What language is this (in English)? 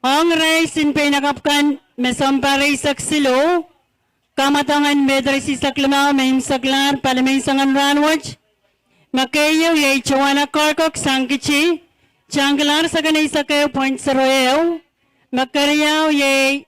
Pohnpeian